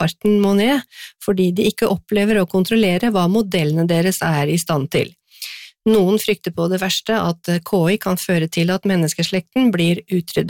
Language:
Norwegian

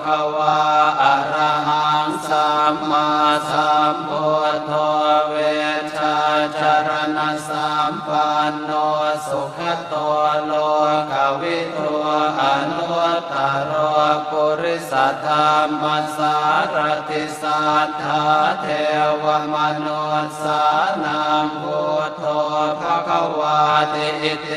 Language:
Pali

